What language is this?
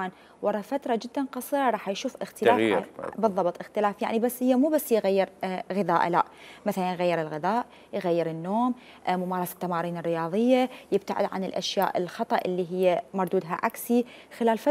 Mesopotamian Arabic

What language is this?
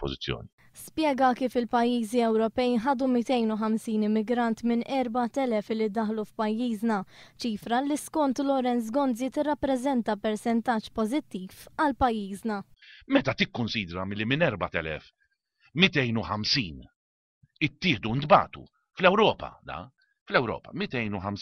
Maltese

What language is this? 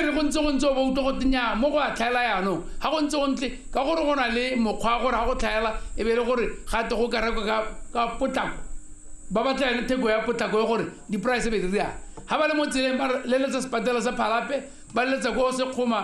Tswana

